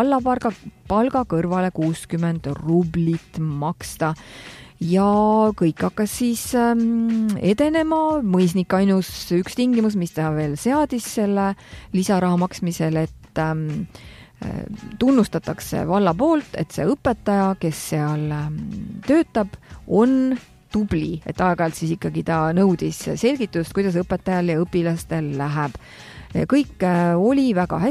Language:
Estonian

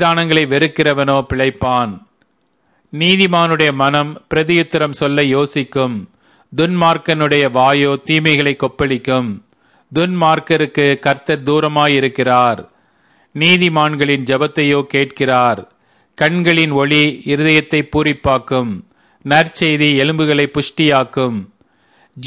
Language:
Tamil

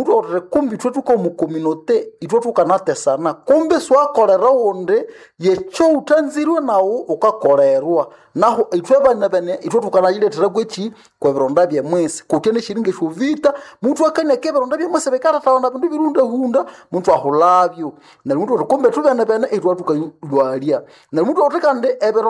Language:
Nande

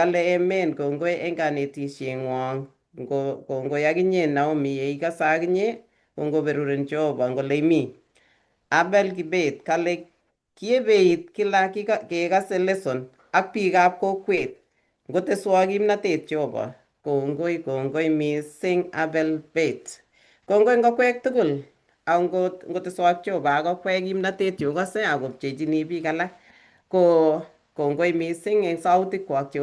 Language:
Kalenjin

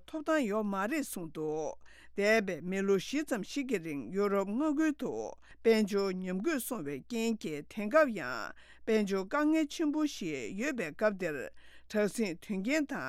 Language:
Tibetan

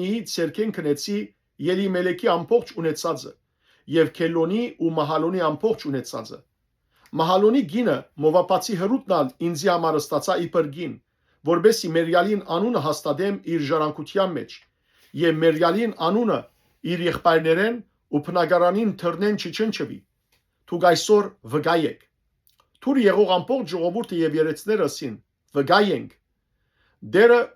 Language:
Western Armenian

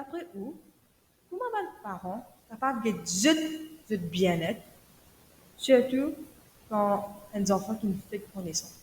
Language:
Morisyen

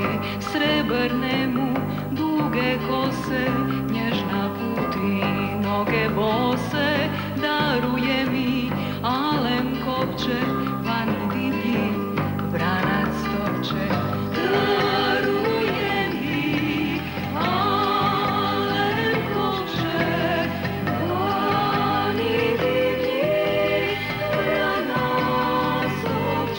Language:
Serbian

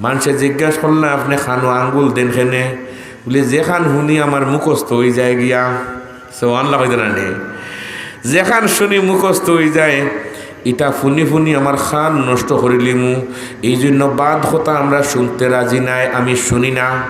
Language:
Sylheti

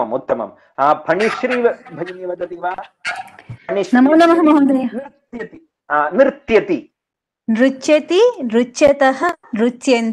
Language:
Sanskrit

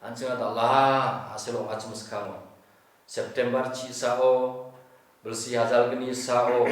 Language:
Garo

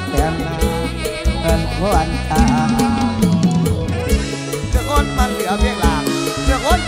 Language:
Northeastern Thai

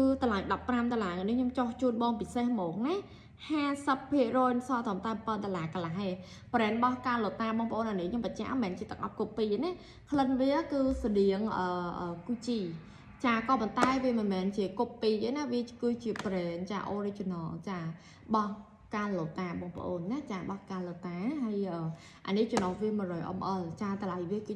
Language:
Khmer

